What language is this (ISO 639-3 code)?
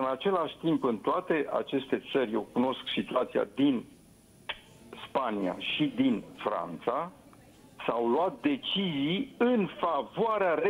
ron